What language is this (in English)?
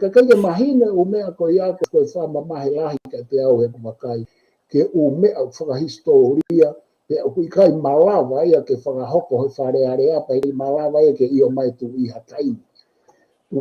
Tongan